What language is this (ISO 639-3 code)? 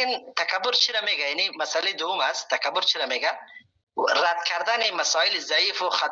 fas